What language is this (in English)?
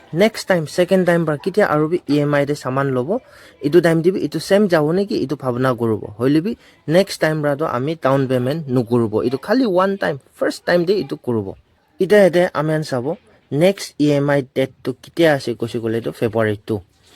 Naga Pidgin